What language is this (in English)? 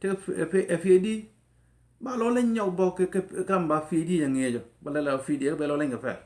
Nuer